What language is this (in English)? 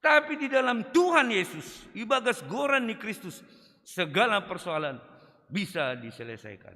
Batak Simalungun